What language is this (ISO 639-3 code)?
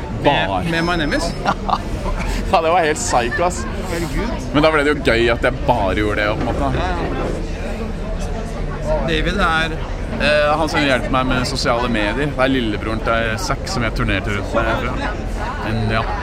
nor